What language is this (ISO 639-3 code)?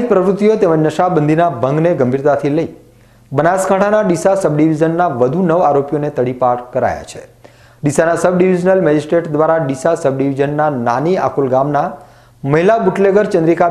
guj